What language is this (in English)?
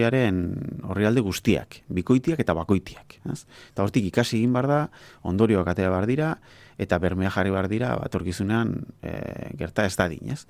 Basque